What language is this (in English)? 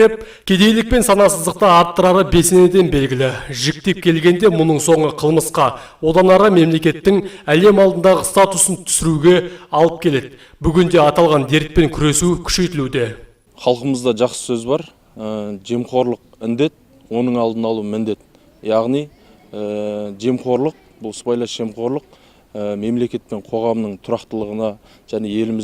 Kazakh